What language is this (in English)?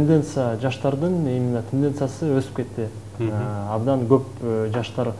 Kyrgyz